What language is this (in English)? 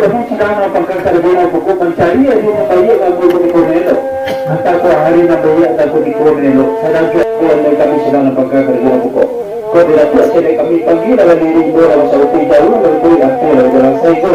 Minangkabau